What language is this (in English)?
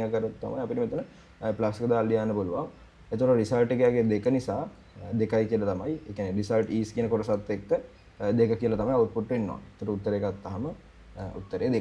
Sinhala